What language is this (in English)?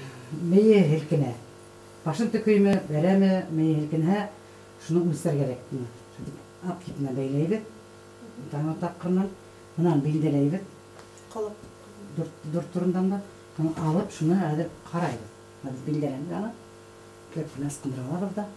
Bashkir